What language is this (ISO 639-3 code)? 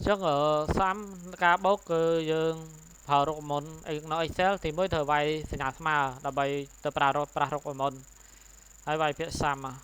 khm